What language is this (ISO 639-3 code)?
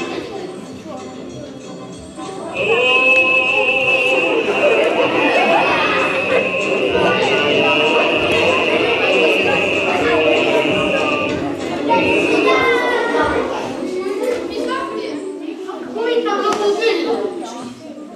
est